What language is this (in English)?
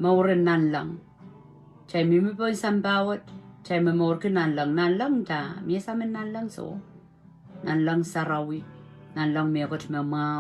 Pohnpeian